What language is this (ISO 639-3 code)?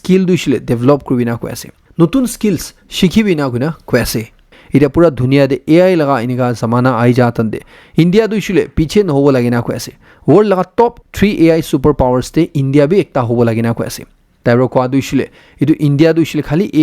nag